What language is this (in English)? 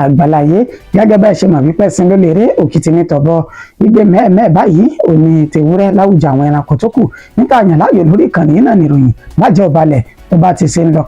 Yoruba